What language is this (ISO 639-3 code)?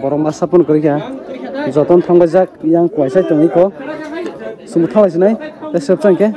trp